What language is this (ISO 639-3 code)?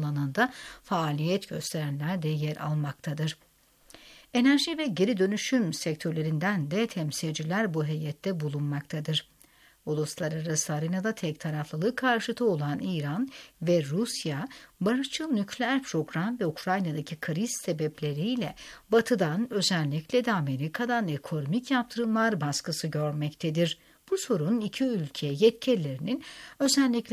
tur